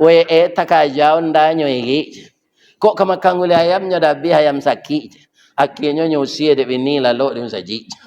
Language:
Minangkabau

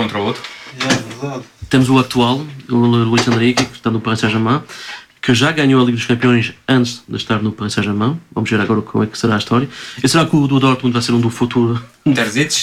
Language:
Portuguese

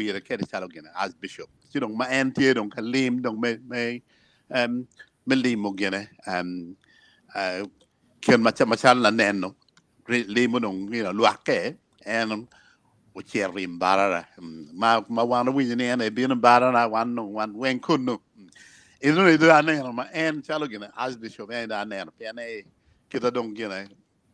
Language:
Acoli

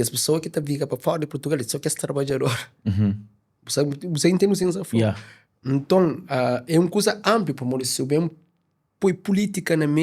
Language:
Kabuverdianu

